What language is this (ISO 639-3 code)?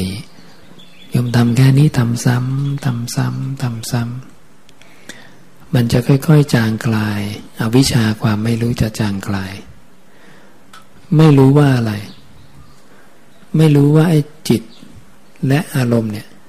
tha